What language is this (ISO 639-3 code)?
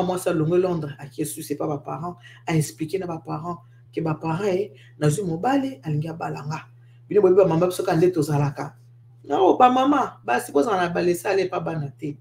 lin